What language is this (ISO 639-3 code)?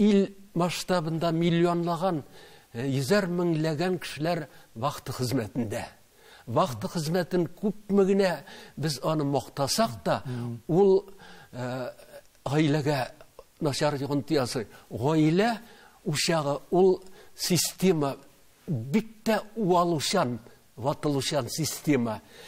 tat